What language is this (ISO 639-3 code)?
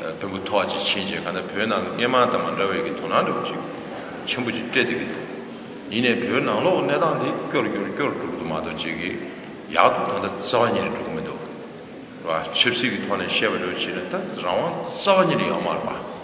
bod